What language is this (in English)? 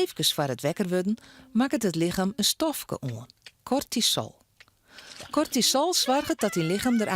Western Frisian